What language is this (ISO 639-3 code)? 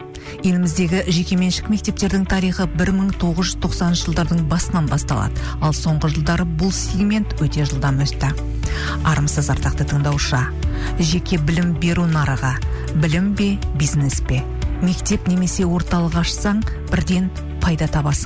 kaz